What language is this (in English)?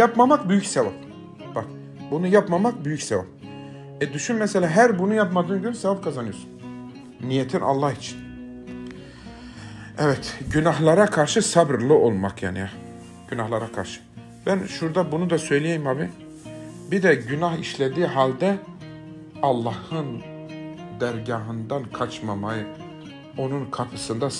Turkish